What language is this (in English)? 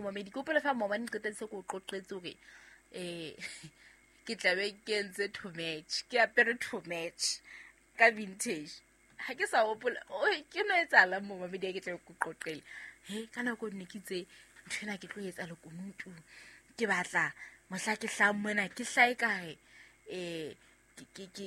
Southern Sotho